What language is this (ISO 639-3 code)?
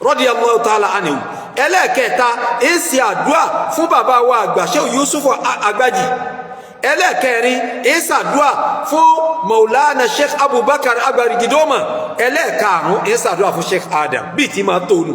yor